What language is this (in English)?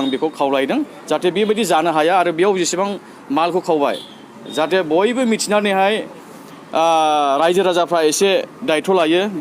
Bodo